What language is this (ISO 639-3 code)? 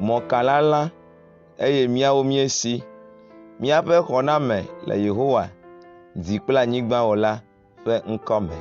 ewe